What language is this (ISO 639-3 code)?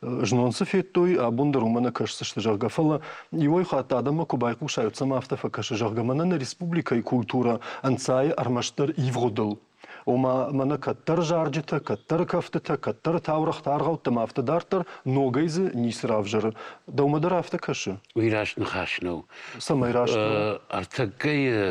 oss